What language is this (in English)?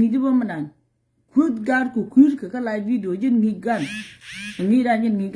Nuer